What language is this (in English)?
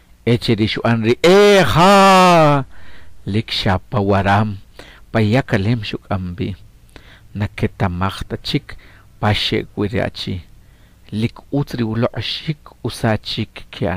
Achi